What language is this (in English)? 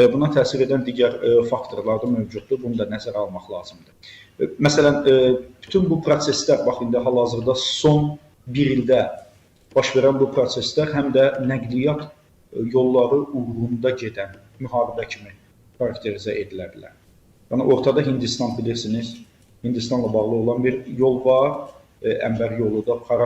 Azerbaijani